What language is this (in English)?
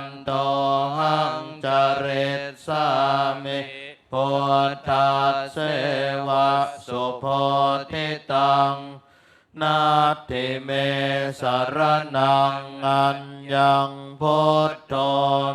Pali